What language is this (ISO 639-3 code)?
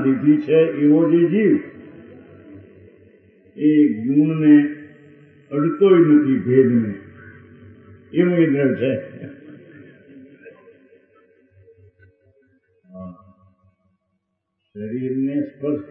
guj